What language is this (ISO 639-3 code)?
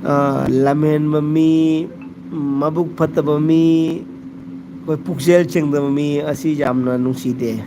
mni